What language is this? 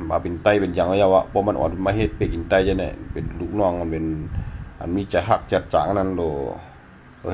Shan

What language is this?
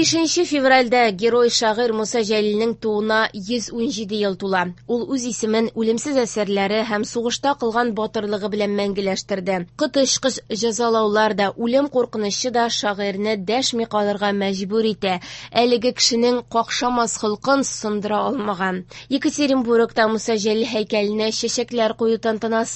Tatar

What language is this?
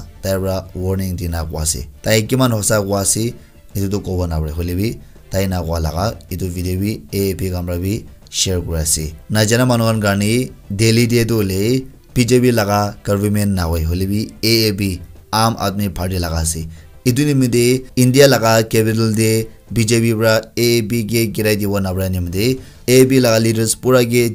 Naga Pidgin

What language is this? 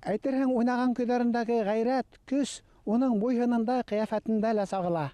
Bashkir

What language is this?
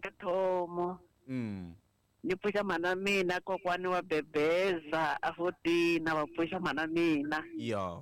Tsonga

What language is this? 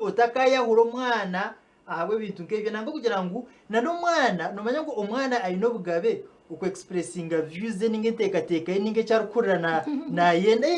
Nyankole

